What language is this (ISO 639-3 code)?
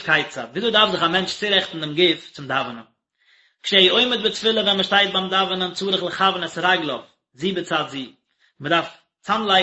yid